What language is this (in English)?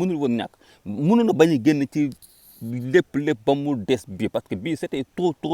Wolof